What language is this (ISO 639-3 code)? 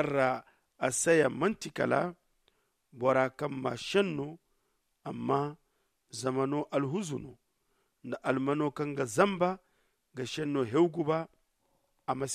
dje